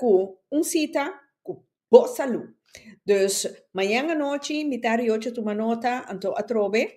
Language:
Papiamento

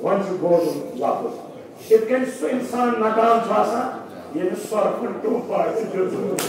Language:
Kashmiri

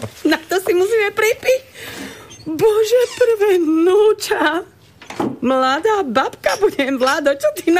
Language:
Slovak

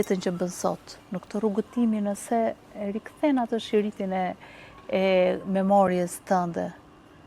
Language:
Albanian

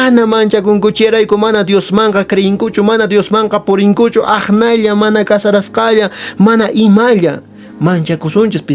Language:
Quechua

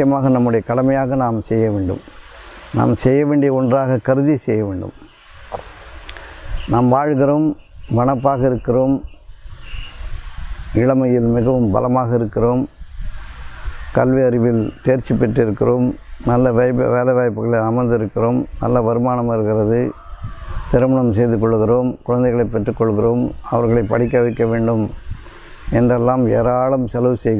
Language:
Tamil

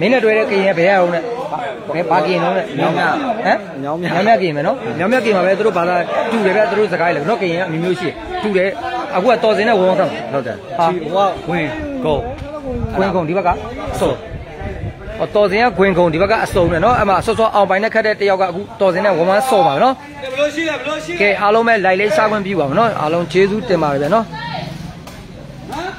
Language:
Burmese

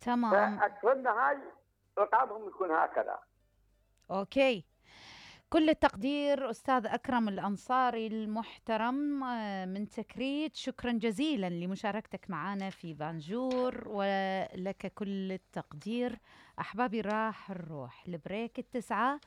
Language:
Mesopotamian Arabic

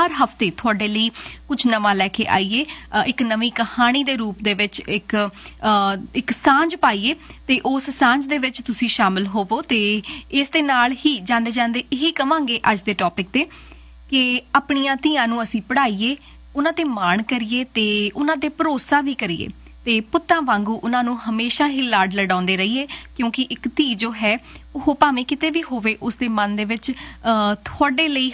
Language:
Punjabi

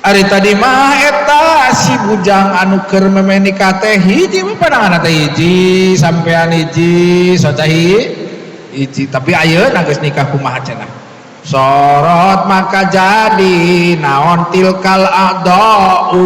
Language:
Sundanese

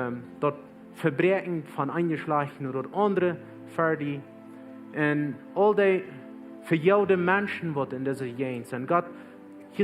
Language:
Plautdietsch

